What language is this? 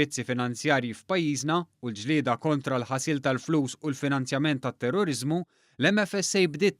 Maltese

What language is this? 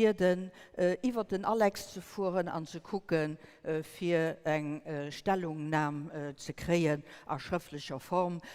Luxembourgish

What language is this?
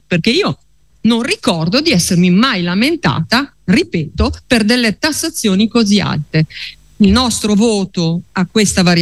Italian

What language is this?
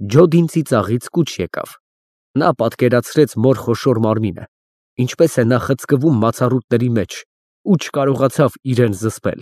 Armenian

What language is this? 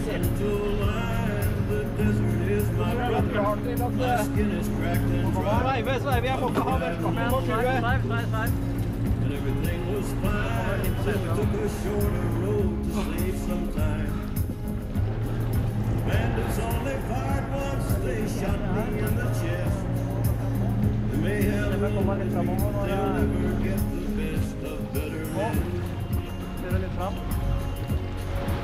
Norwegian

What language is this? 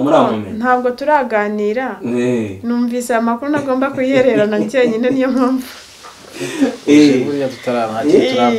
Kinyarwanda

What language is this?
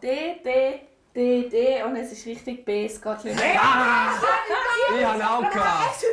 Romansh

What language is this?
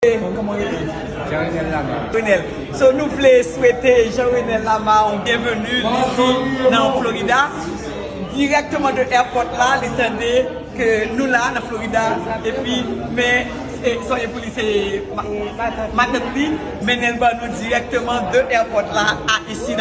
Haitian Creole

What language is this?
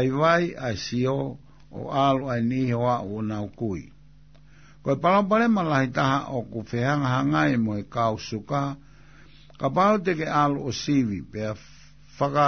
Tongan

